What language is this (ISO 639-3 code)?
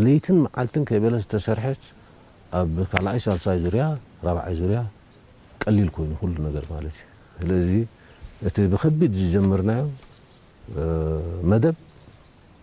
tir